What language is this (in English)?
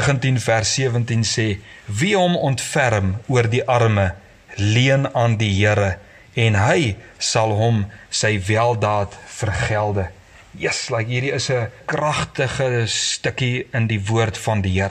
Afrikaans